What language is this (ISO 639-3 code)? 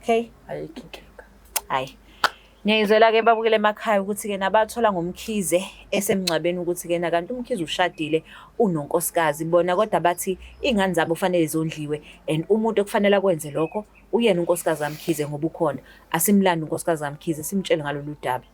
zul